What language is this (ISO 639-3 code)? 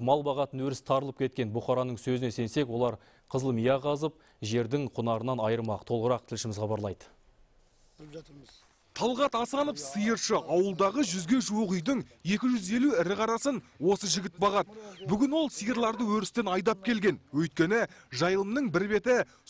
kaz